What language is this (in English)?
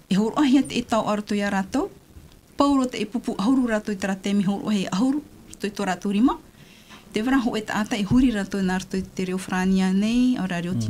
Tahitian